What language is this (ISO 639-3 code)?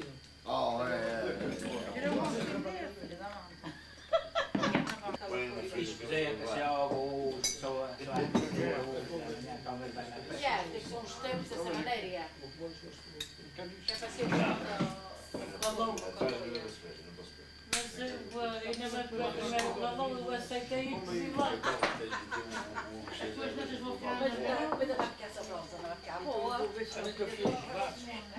por